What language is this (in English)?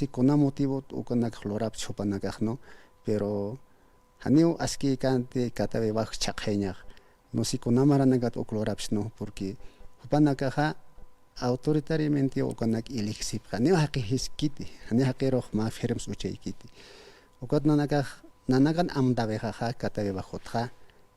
Aymara